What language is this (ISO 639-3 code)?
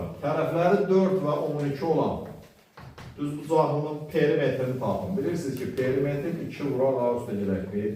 aze